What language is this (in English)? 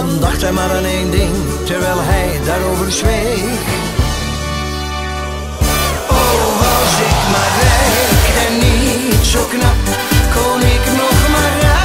Dutch